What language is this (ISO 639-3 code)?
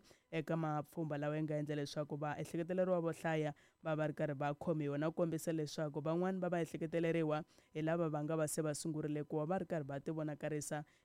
tso